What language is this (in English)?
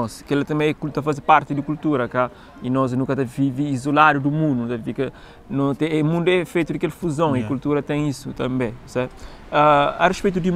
Kabuverdianu